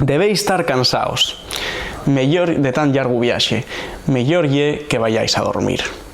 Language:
Asturian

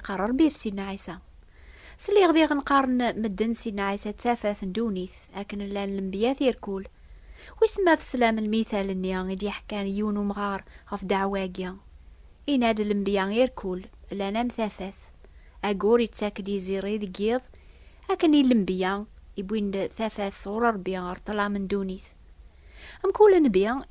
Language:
Kabyle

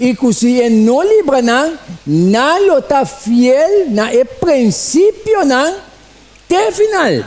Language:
Papiamento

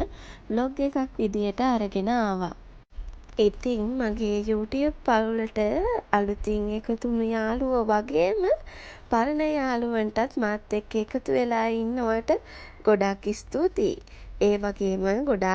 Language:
Sinhala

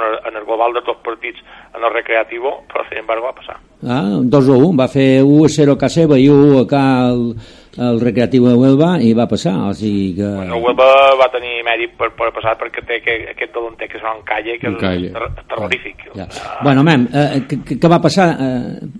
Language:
Catalan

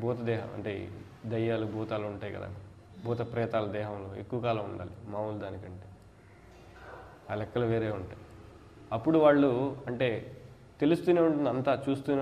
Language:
Telugu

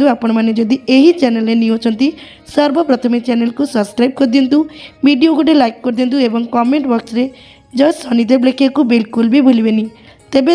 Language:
Odia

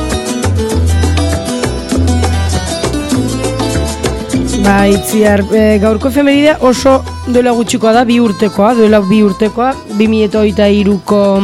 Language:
Basque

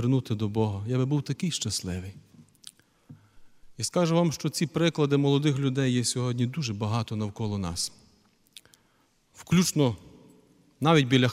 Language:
Ukrainian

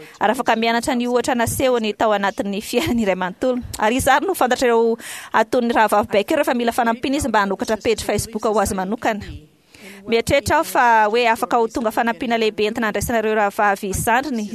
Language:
Malagasy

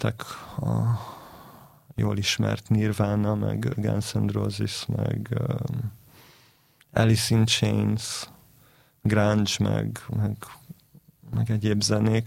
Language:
Hungarian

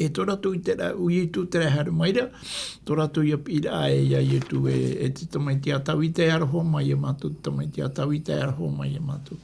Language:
Tahitian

